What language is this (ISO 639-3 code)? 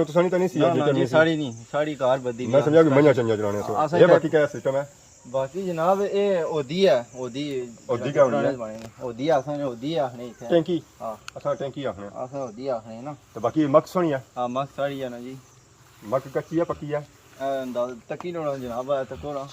phr